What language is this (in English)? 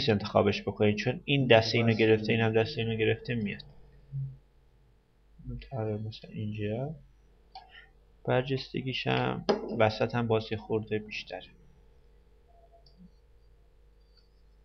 Persian